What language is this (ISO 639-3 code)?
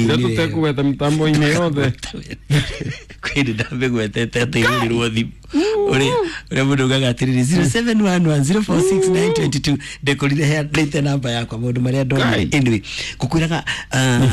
kik